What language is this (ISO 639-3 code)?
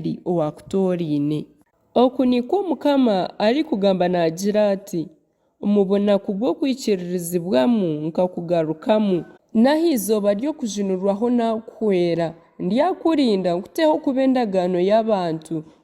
nyn